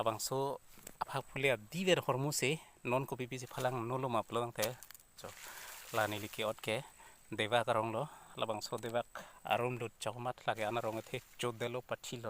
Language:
Karbi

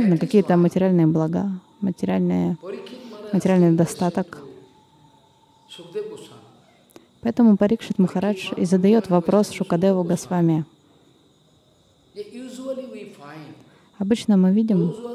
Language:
Russian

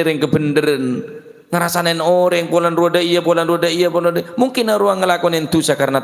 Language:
Madurese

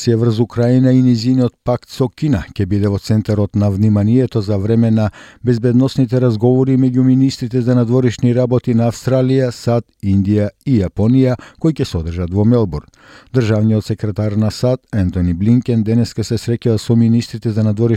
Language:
Macedonian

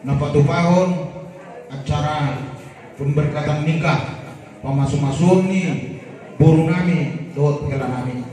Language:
Batak Toba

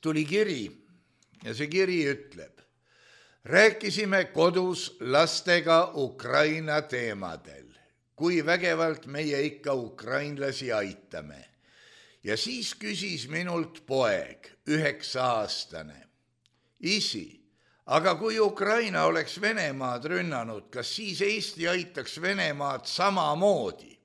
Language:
Estonian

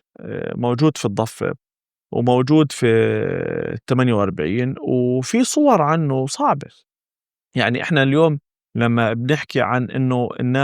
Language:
North Levantine Arabic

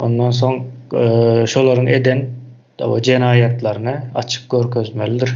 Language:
Turkmen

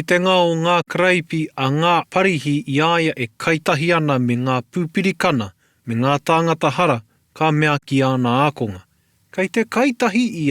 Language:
Māori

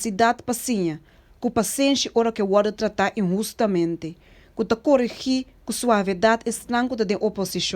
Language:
Papiamento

